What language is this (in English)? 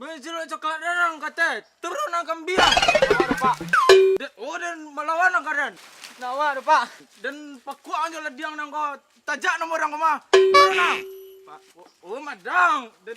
Minangkabau